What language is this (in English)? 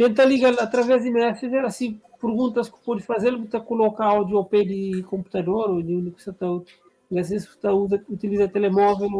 Kabuverdianu